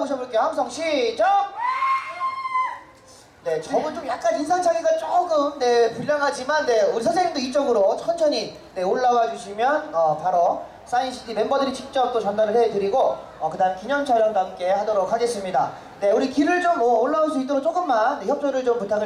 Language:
Korean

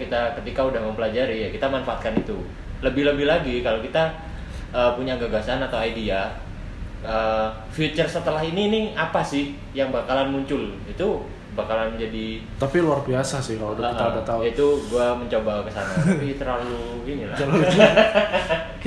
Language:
Indonesian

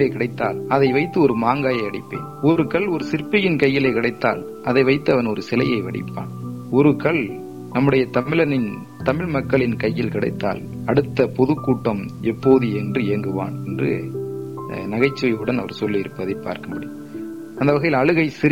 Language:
Tamil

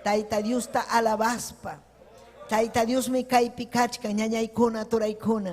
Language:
Ayacucho Quechua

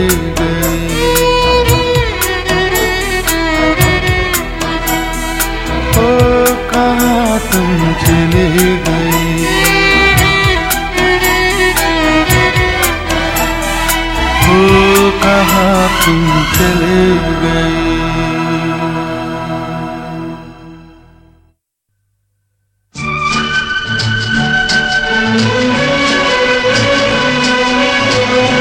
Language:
Hindi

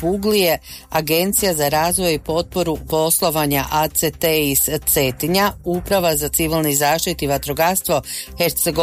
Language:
Croatian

